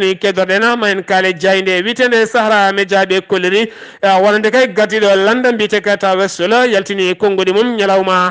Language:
Fula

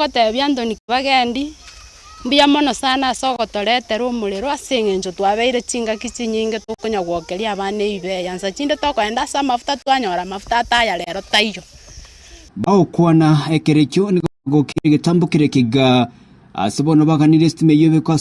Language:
Gusii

